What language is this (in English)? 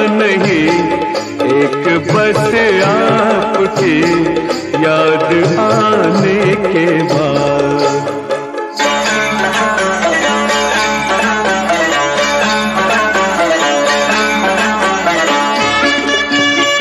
Hindi